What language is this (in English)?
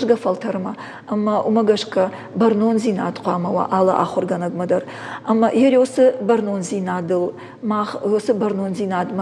Ossetic